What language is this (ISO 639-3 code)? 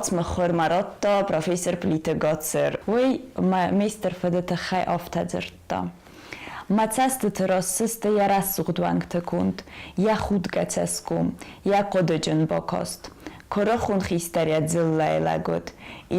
oss